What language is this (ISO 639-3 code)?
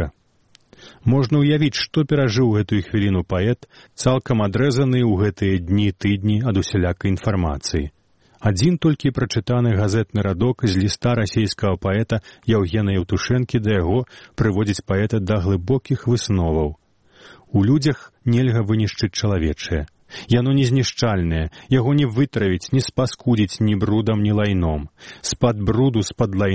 bel